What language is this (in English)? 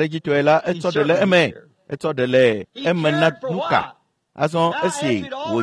Ewe